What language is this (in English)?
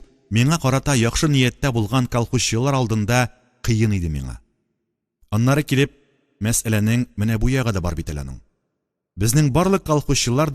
Tatar